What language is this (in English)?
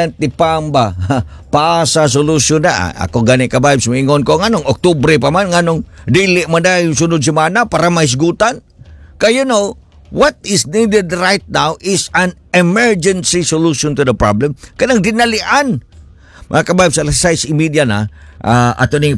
Cebuano